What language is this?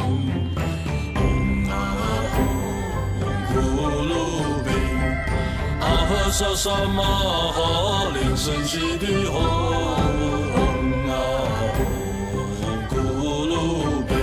Chinese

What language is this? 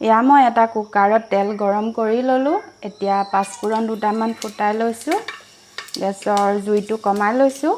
Assamese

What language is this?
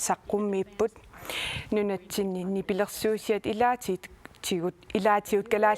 Kalaallisut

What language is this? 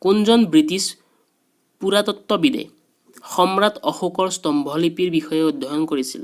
Assamese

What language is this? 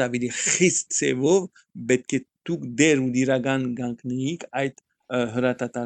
Armenian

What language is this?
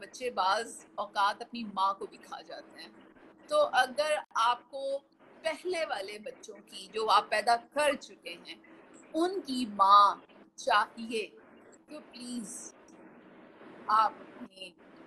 Urdu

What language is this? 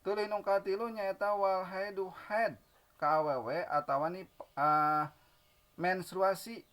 Sundanese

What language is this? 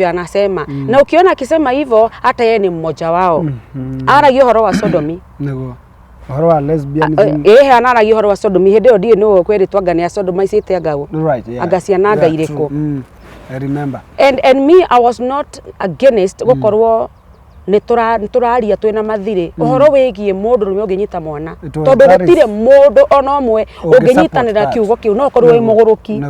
Kikuyu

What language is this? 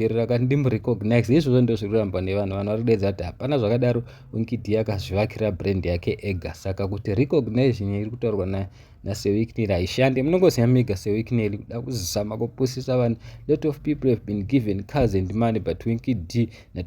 Shona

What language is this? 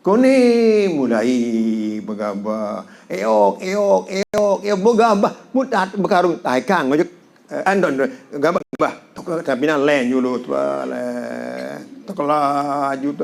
Sasak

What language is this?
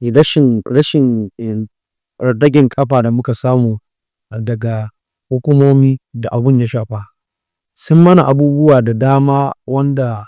Hausa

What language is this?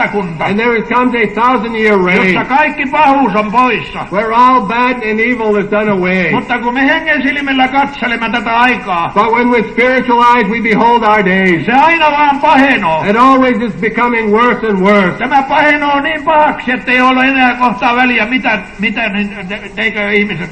Finnish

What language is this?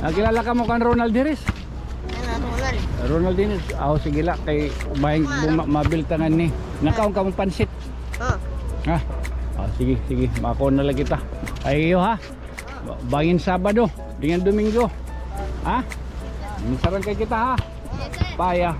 Waray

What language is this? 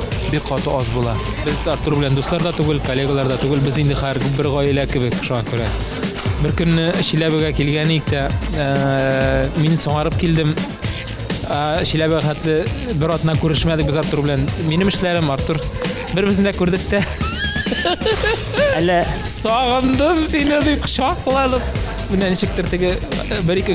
Tatar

